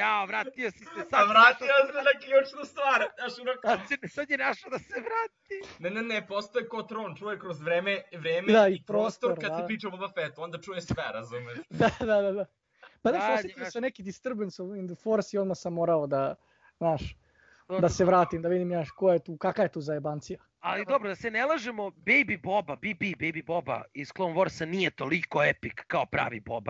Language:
Serbian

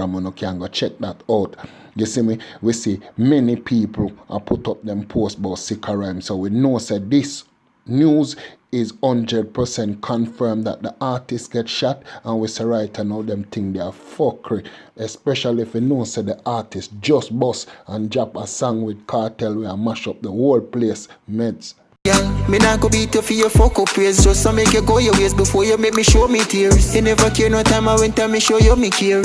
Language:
Jamaican Creole English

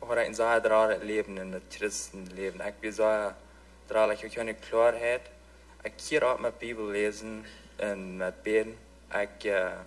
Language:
Plautdietsch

